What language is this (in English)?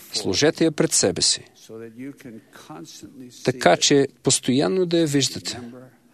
Bulgarian